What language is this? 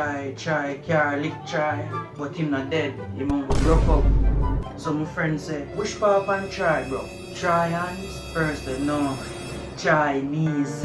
Jamaican Creole English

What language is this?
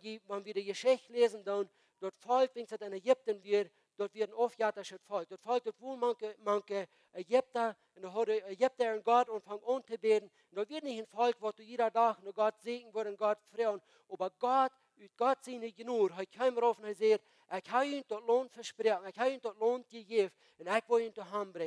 Plautdietsch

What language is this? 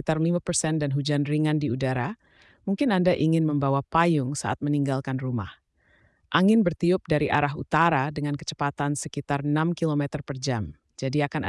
Indonesian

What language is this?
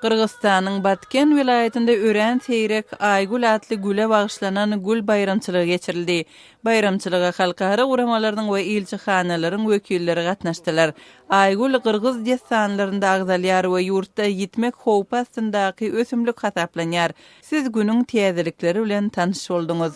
Turkmen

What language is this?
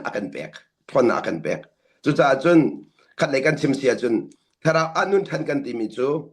Hakha Chin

